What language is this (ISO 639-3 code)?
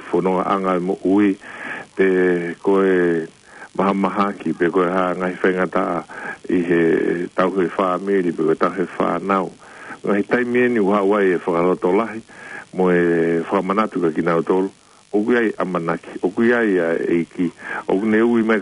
ton